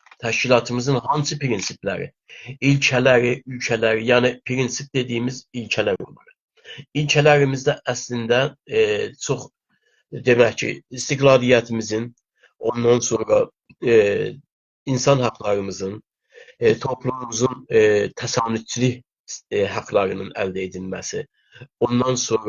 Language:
South Azerbaijani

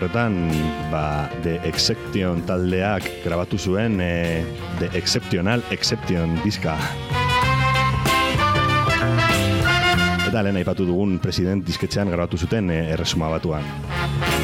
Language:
Basque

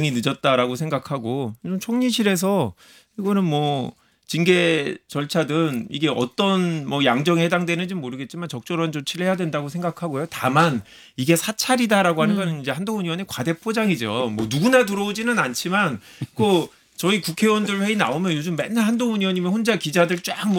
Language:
Korean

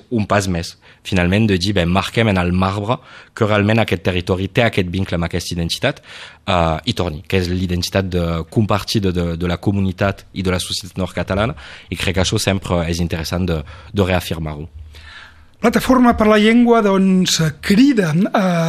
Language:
Catalan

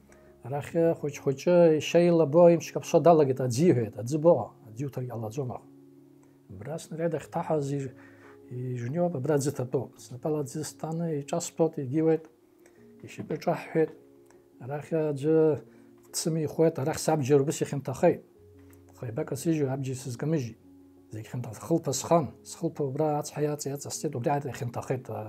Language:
Abkhazian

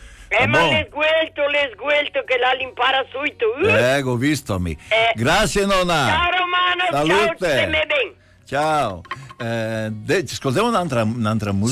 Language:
Portuguese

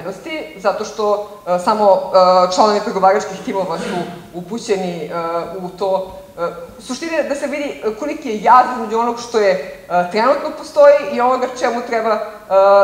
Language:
Serbian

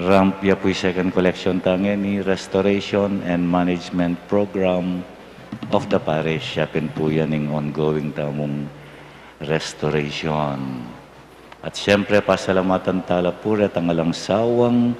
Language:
Pampanga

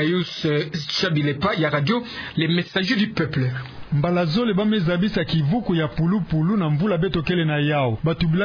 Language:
Kituba (Democratic Republic of Congo)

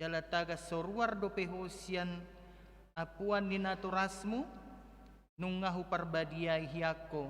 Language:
Batak Toba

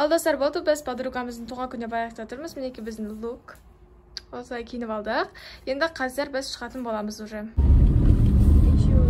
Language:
Kazakh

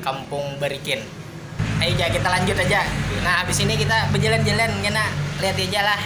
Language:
Banjar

